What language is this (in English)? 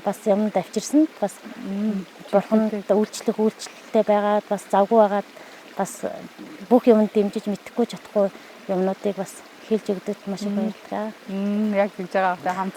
Mongolian